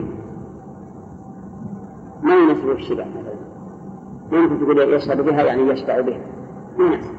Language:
Arabic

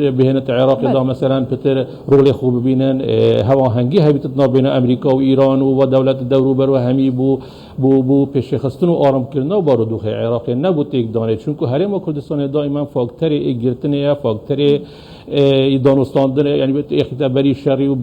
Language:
Kurdish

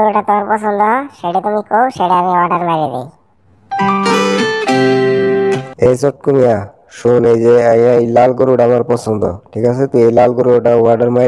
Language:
Bangla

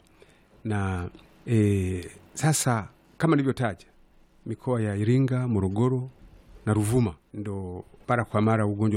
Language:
Swahili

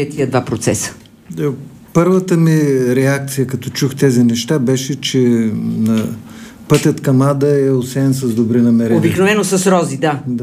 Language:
Bulgarian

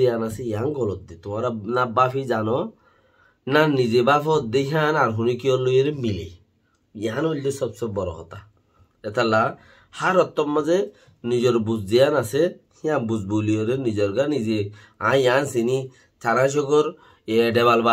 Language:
Rohingya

